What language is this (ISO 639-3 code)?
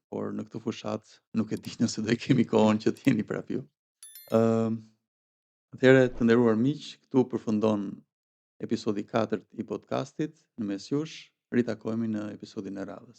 sqi